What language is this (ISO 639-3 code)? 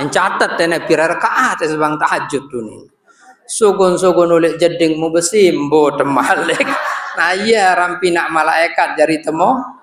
sas